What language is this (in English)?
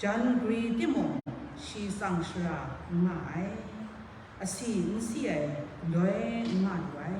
Kachin